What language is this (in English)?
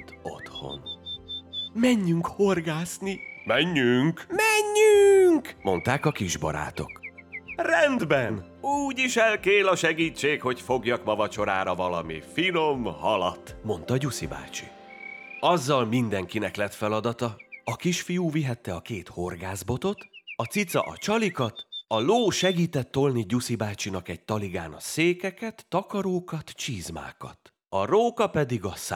Hungarian